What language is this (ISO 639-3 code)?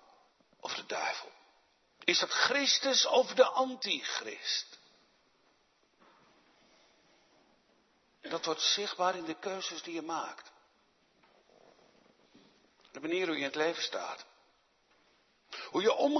nld